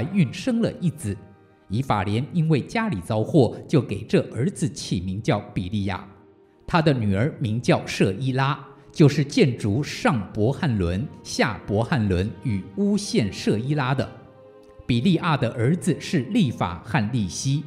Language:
Chinese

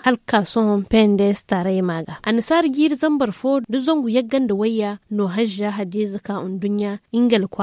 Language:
Zarma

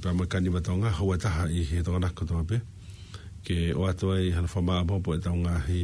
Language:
Tongan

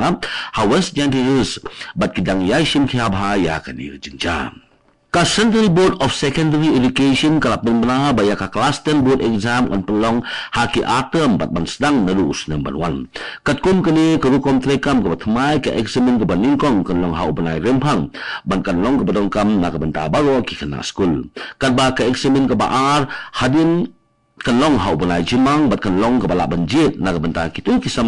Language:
Khasi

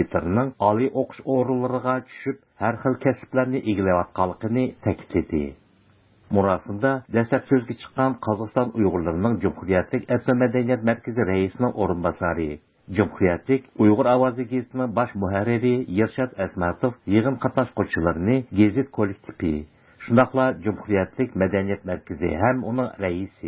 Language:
Uyghur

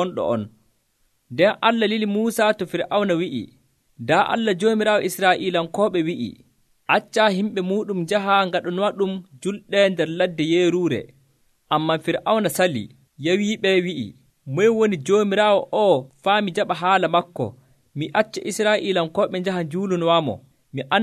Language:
Nigerian Fulfulde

